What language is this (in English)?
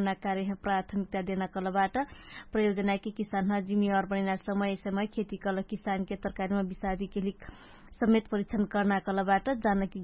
Dangaura Tharu